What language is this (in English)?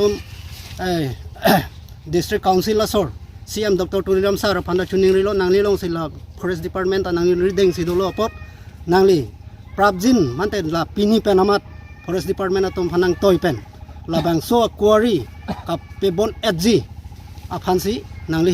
Karbi